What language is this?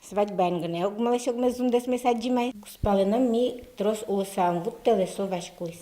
Udmurt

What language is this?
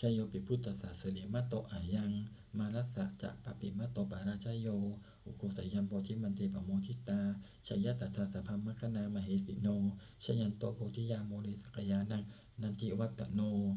Pali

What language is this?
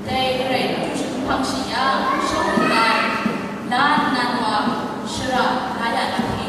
Kachin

